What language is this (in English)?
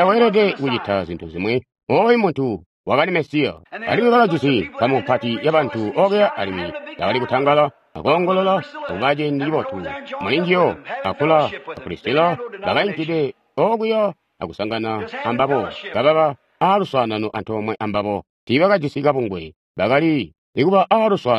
Tonga (Zambia)